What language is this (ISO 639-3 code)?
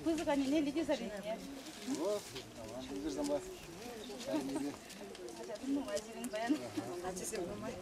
chv